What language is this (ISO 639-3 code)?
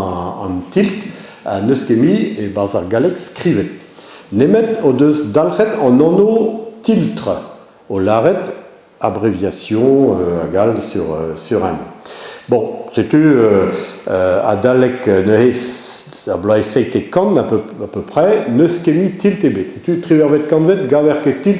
bre